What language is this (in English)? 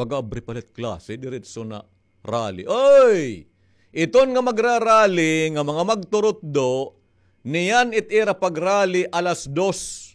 Waray